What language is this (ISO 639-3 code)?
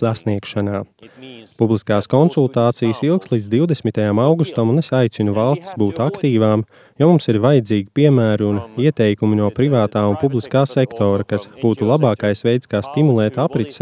lav